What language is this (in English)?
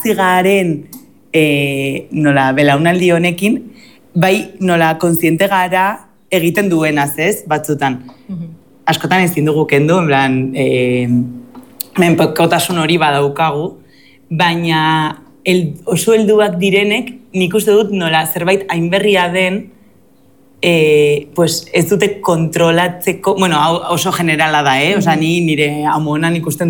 Basque